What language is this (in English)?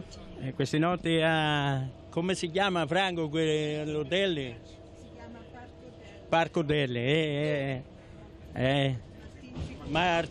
Italian